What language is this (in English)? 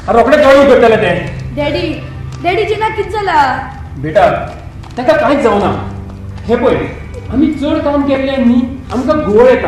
Konkani